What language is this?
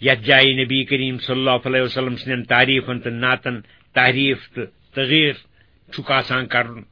Kashmiri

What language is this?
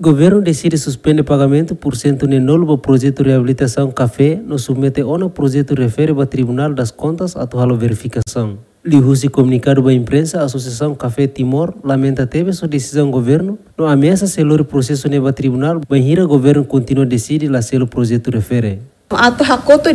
Tetum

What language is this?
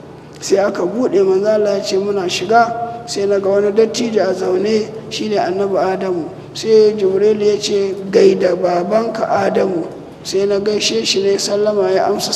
Hausa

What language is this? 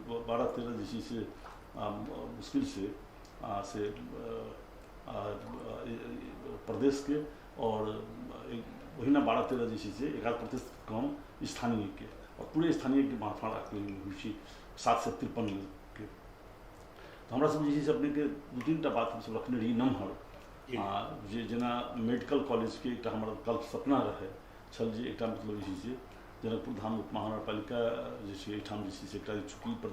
Maithili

